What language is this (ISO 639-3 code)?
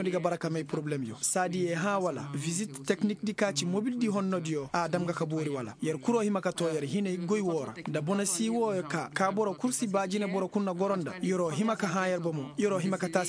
ses